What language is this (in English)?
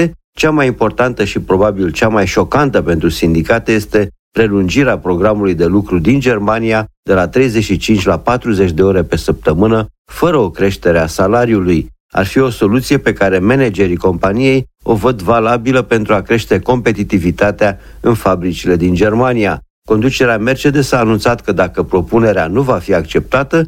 Romanian